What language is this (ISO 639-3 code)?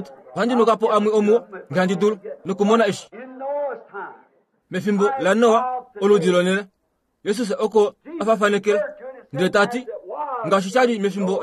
kua